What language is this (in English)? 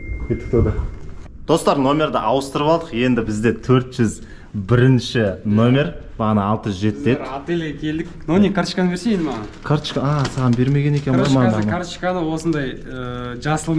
Kazakh